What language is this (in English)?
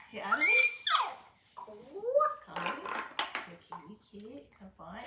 Māori